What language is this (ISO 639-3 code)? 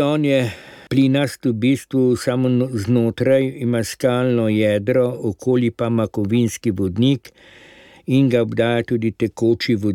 slv